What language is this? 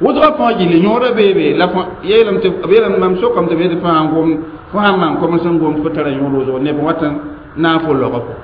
Mossi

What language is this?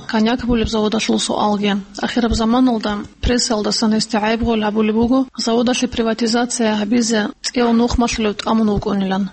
Avaric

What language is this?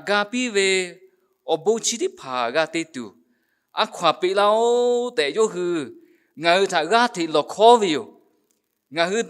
Lahu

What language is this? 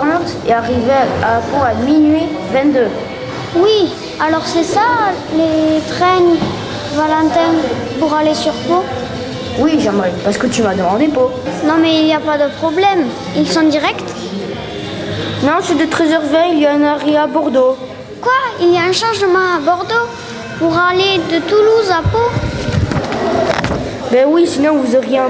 French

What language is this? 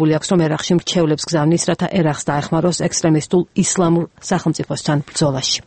Georgian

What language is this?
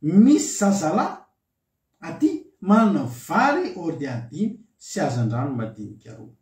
Malagasy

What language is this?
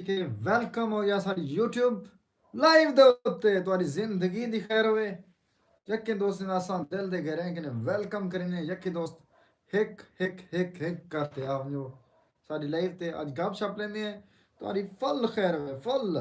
Saraiki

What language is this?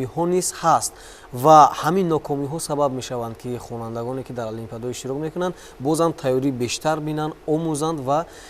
Tajik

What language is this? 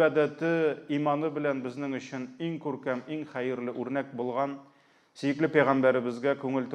Tatar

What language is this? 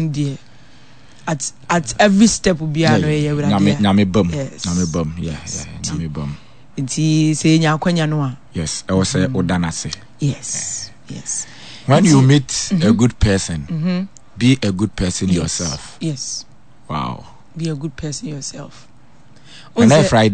Akan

